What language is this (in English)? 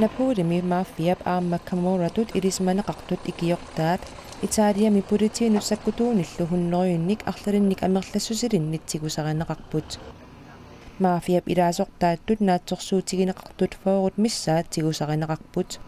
Kalaallisut